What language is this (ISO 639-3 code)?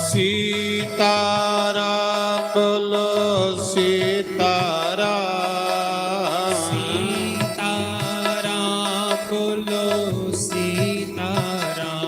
doi